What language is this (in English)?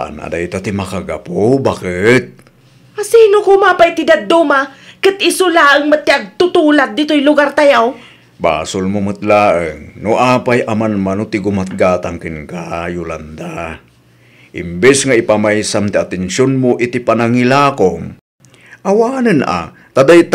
Iloko